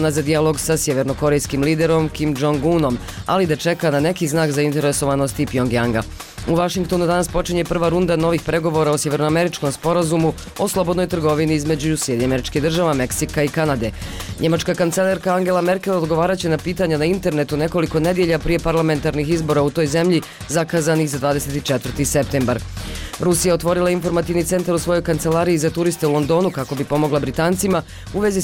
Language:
Bosnian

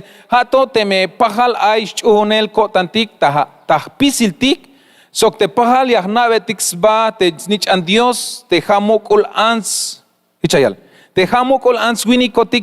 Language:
Tzeltal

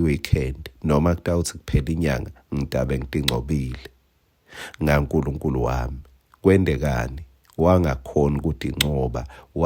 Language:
Swati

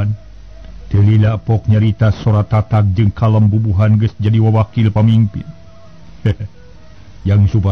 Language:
Sundanese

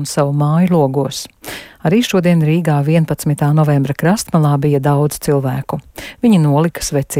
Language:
Latvian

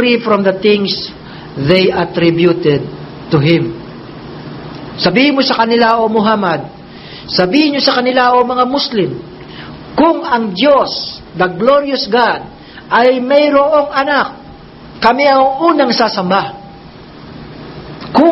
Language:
Filipino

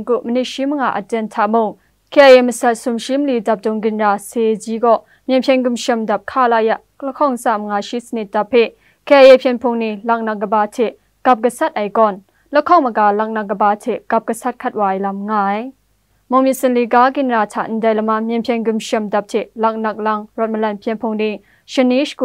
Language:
Kachin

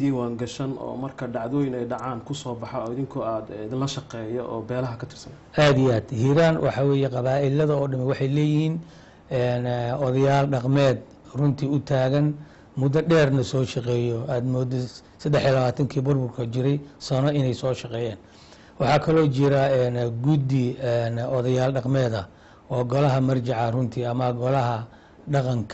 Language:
Somali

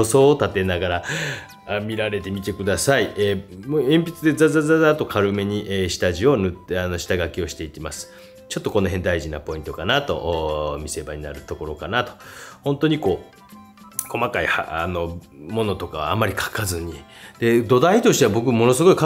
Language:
Japanese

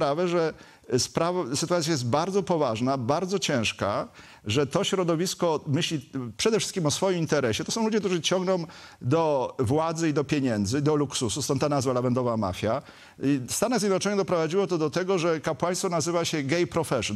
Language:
Polish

